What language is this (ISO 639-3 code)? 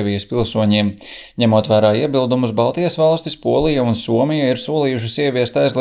lav